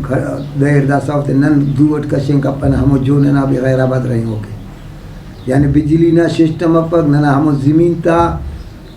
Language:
Brahui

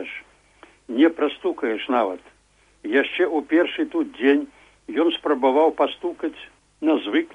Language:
Belarusian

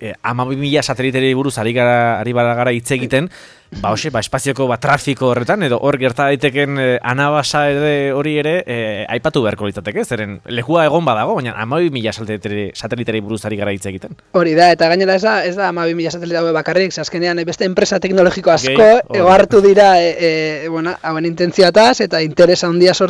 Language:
Basque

